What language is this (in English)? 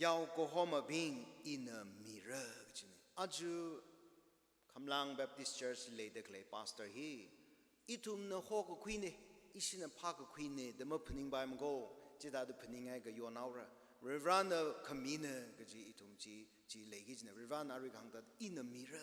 Tangkhul Naga (India)